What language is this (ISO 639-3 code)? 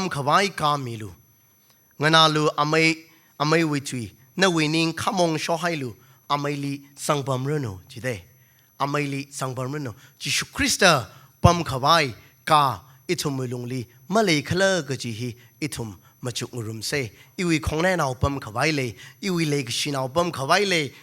nmf